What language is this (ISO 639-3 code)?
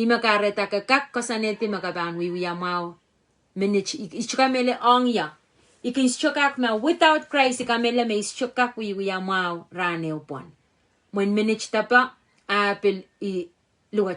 pon